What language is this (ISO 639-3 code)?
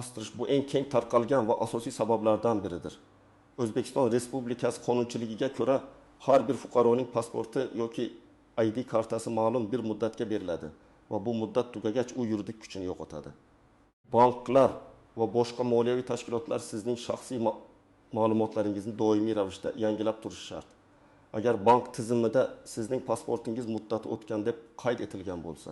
uzb